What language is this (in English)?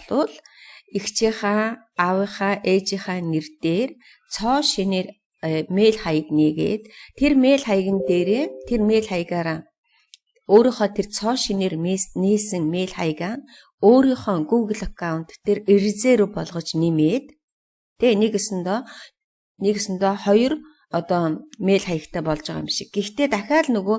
Mongolian